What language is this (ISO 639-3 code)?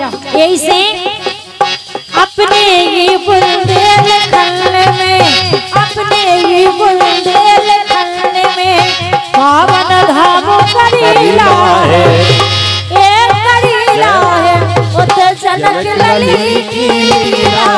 bns